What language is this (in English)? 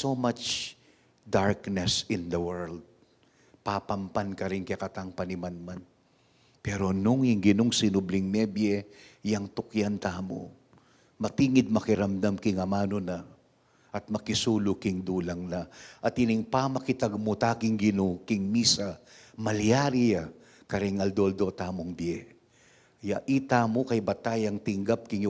Pampanga